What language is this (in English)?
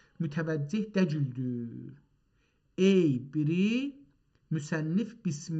South Azerbaijani